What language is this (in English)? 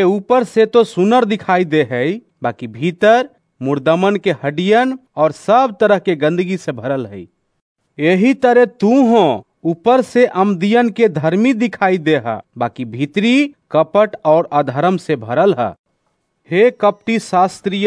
Bhojpuri